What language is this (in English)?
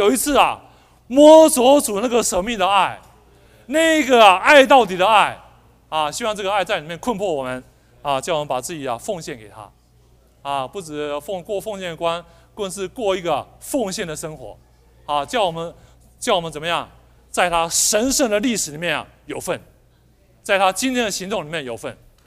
Chinese